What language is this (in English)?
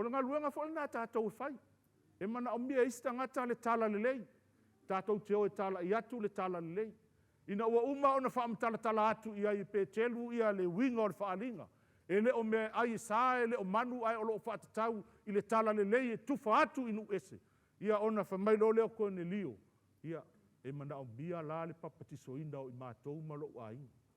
Samoan